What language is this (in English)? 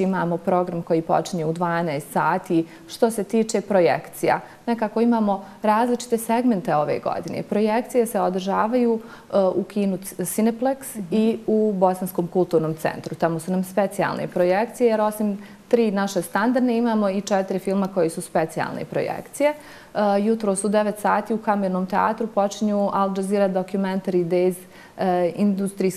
Bosnian